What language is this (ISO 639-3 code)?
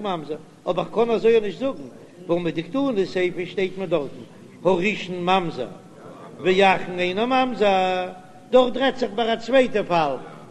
yid